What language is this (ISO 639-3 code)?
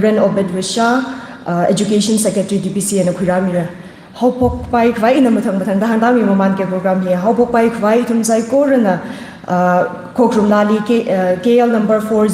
nmf